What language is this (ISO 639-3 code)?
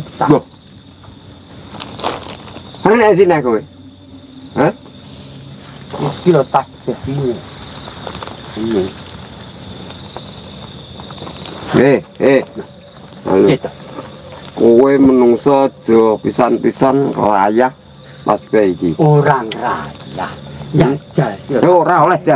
jav